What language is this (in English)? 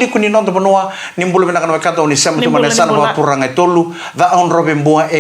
Fijian